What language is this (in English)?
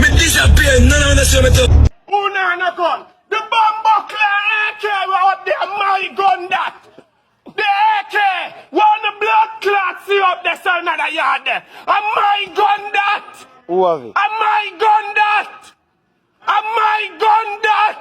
Jamaican Creole English